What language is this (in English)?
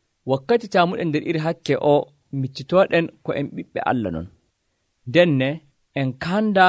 Nigerian Fulfulde